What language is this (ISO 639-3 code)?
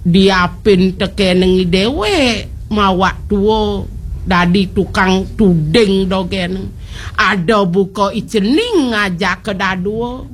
ban